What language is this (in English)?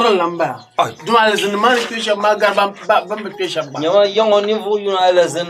Dagbani